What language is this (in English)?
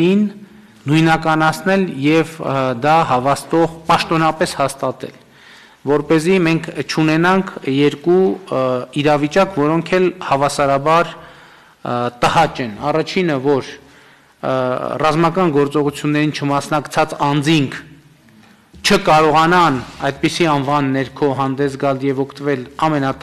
Armenian